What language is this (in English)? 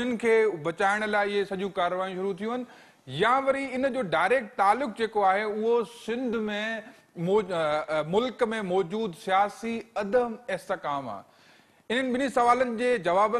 Sindhi